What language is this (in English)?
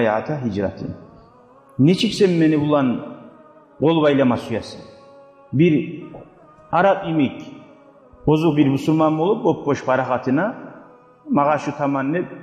Kumyk